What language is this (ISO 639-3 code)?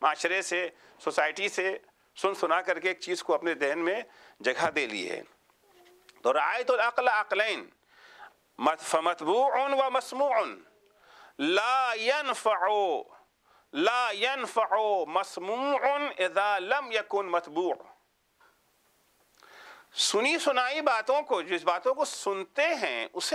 urd